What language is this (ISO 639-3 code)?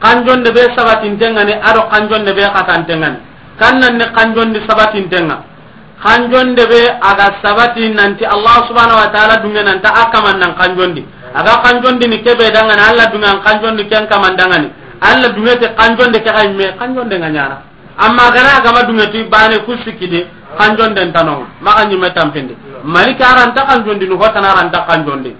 snk